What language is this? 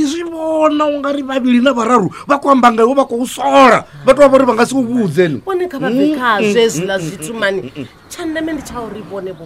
Venda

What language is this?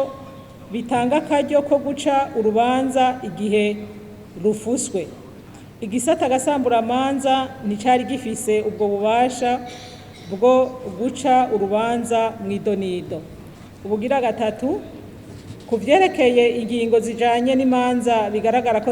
Rundi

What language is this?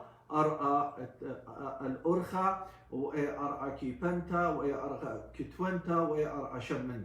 Assyrian Neo-Aramaic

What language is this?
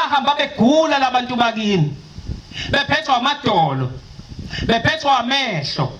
Zulu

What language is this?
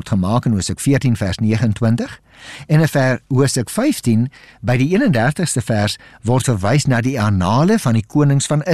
Afrikaans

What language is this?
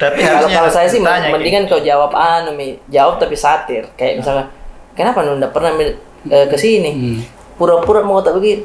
Makassar Malay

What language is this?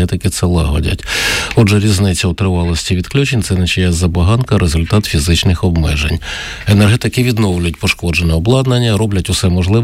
Ukrainian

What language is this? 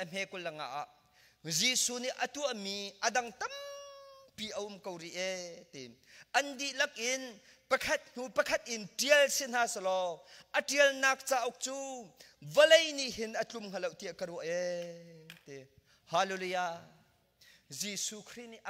Hakha Chin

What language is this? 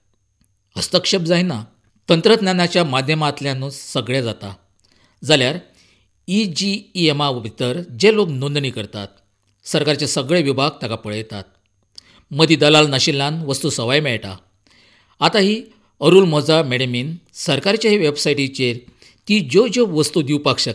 Konkani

